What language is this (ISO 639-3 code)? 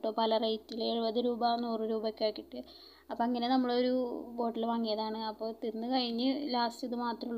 mal